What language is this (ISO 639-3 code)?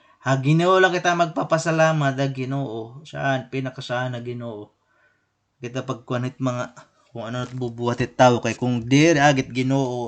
war